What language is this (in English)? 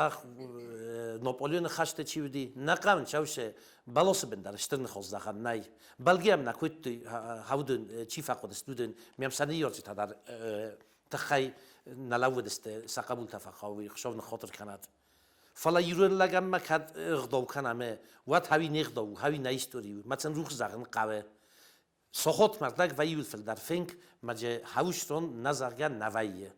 Ossetic